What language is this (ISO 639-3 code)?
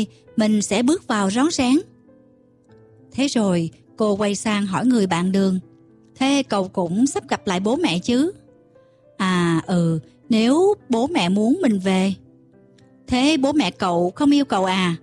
vie